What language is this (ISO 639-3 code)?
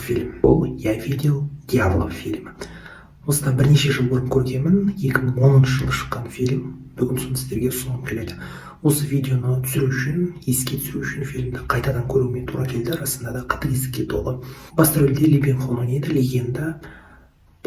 kaz